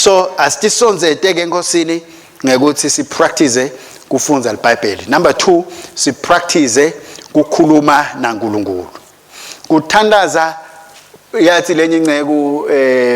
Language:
Swati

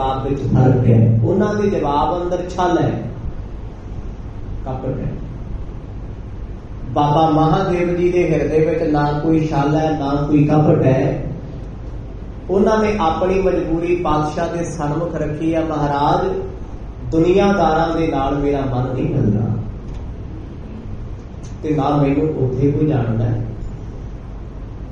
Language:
Punjabi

